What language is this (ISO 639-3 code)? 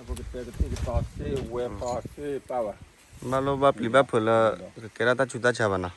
ksw